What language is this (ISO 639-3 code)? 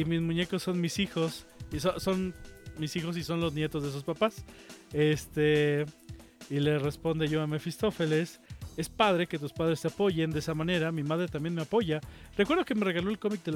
spa